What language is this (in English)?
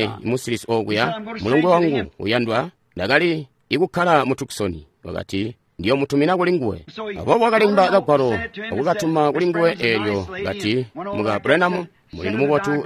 Tonga (Zambia)